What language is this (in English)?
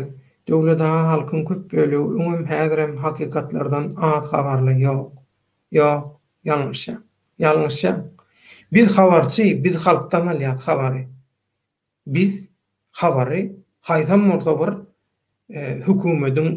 Turkmen